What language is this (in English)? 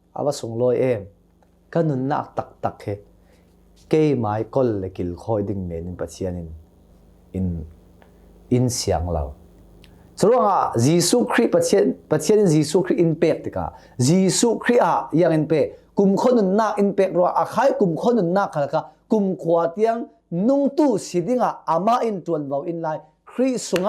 Hakha Chin